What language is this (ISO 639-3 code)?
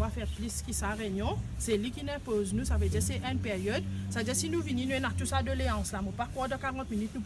mfe